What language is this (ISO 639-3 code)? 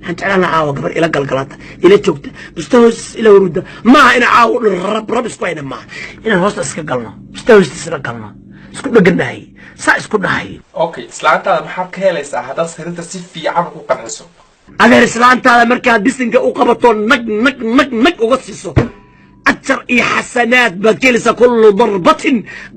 som